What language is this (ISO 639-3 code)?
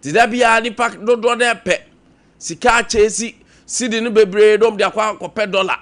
aka